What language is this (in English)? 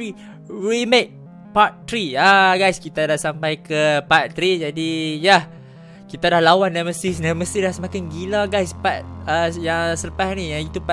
Malay